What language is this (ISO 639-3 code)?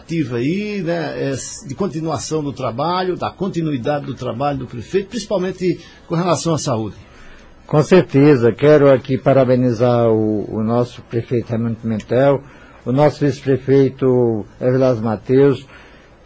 por